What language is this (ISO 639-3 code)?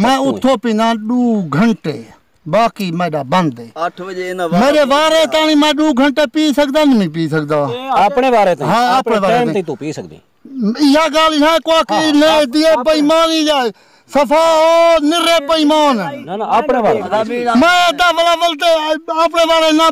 skr